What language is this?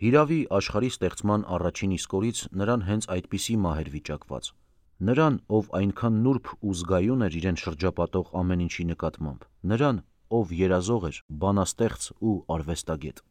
Armenian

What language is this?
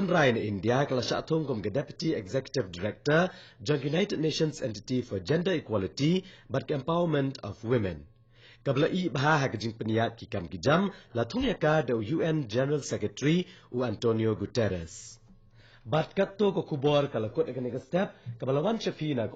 Khasi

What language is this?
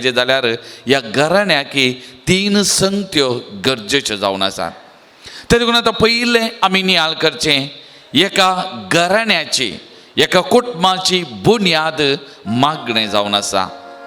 Konkani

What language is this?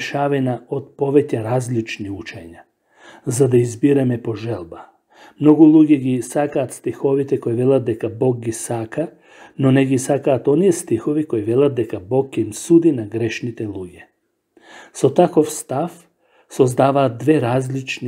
Macedonian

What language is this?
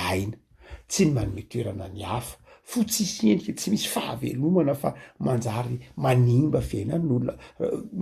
Malagasy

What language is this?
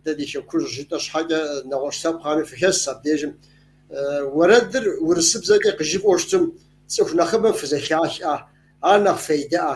Kabardian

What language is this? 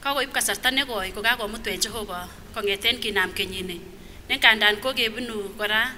Kipsigis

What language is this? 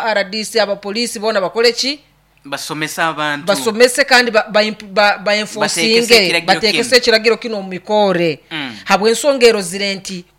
Nyoro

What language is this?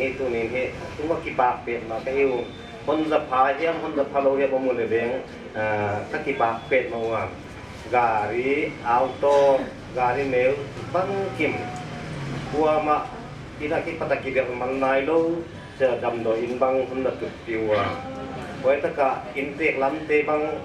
Paite Chin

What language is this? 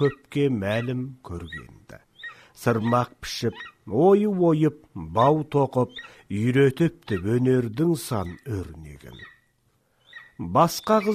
Kazakh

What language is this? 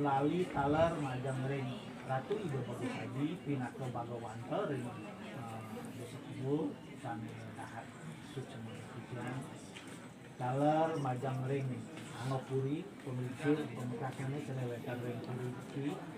Balinese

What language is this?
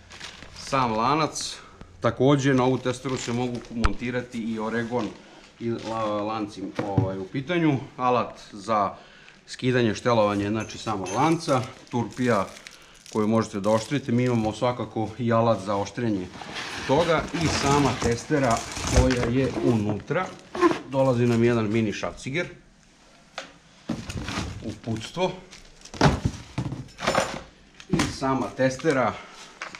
Serbian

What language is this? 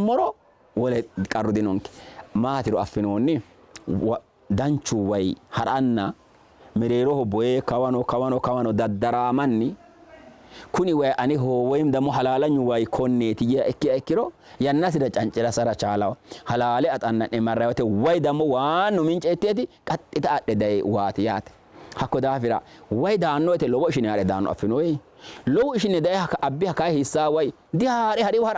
Sidamo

